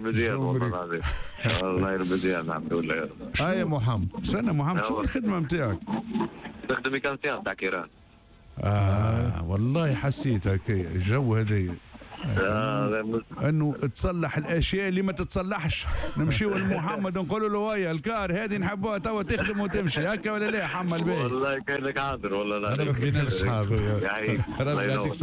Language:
Tunisian Arabic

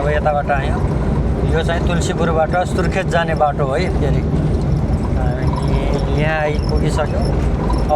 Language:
Nepali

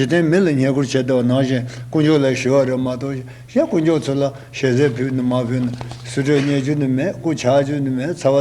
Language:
Tibetan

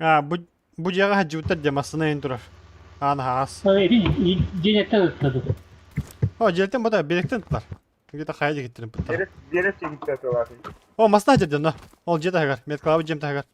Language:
Yakut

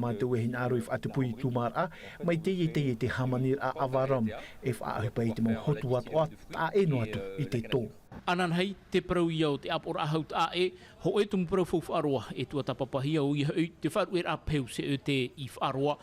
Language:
Tahitian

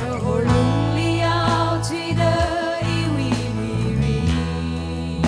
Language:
Tangkhul Naga (India)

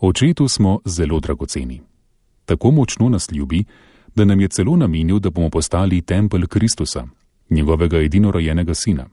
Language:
Slovenian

